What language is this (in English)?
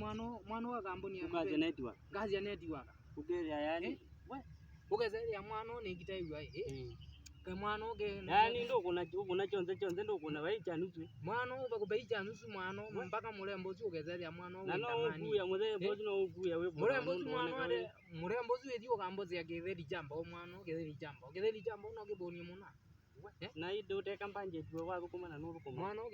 Kamba